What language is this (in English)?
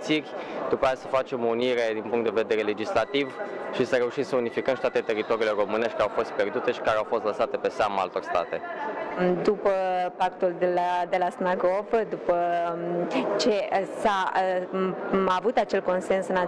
Romanian